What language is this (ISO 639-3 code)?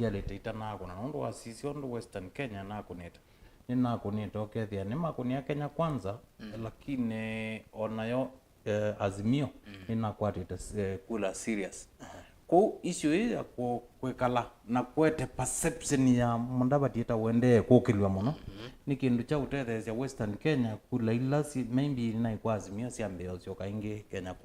kam